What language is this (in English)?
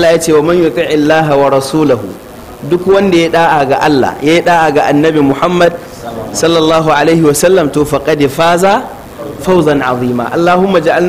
Hausa